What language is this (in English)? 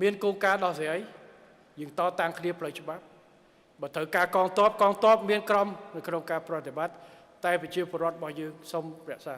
Khmer